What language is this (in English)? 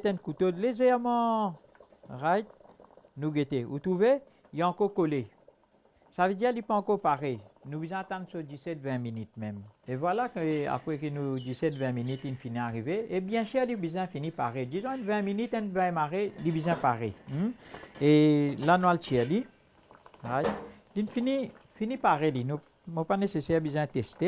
Morisyen